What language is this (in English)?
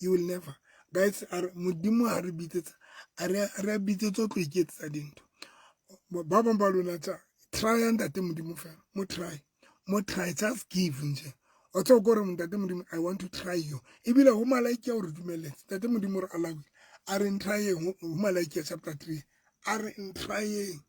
Southern Sotho